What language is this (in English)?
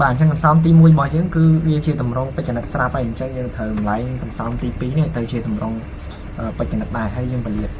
Khmer